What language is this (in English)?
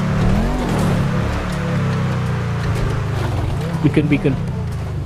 Malay